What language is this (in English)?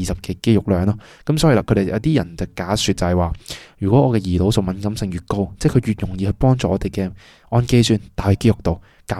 Cantonese